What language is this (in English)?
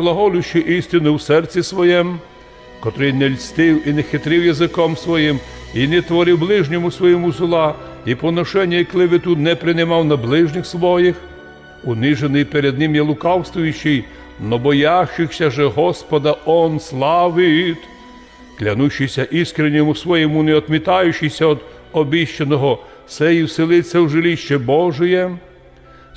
Rusyn